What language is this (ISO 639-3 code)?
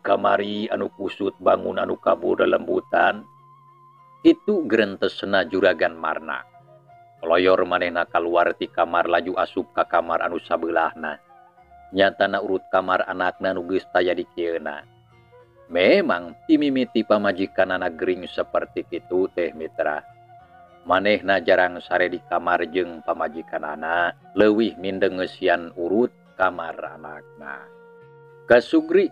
sun